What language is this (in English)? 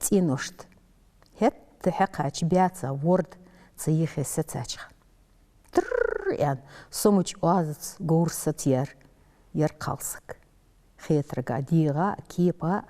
Ingush